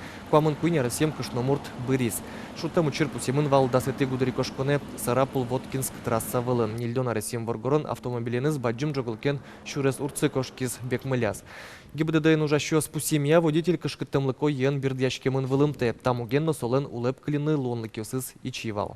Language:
Udmurt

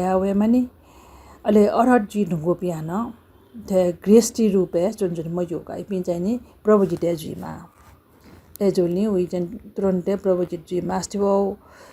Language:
Newari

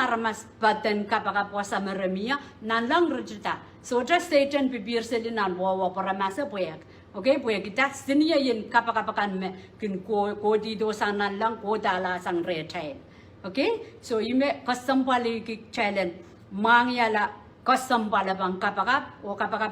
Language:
Pohnpeian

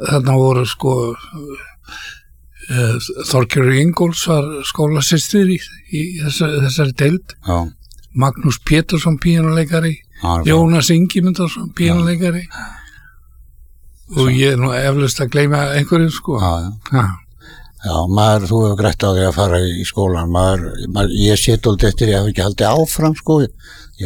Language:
Icelandic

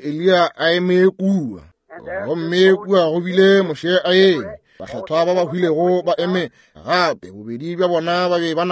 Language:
Northern Sotho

